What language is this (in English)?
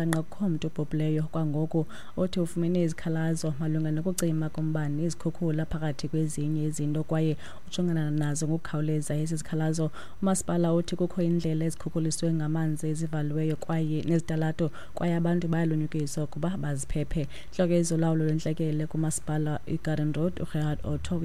Xhosa